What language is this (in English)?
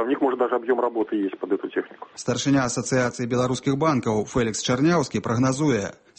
Belarusian